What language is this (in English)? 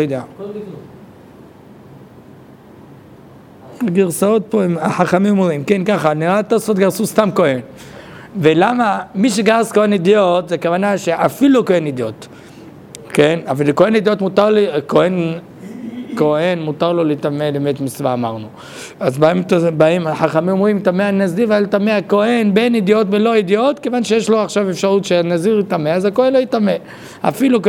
Hebrew